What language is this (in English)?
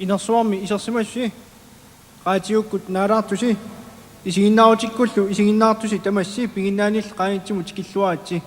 Kalaallisut